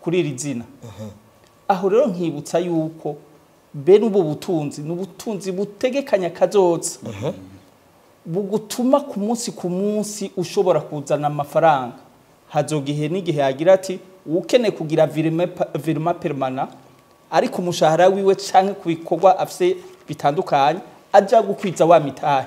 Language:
Rundi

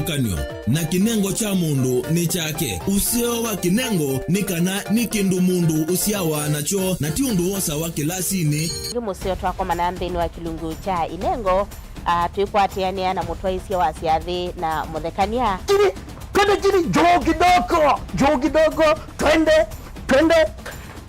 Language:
Kamba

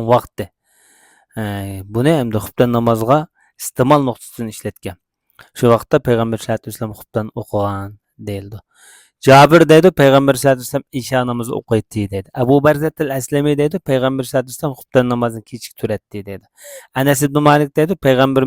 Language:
Uyghur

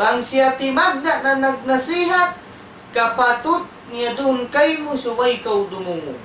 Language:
Tausug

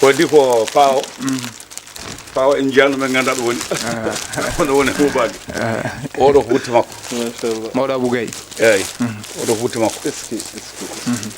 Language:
Fula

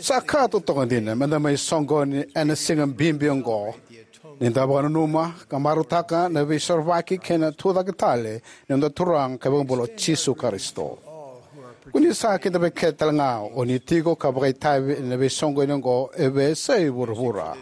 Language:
Fijian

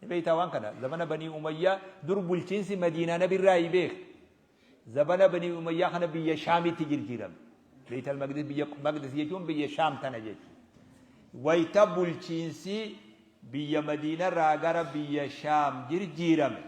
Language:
Oromo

